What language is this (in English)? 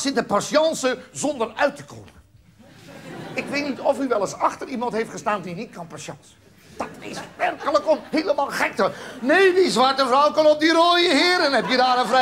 Dutch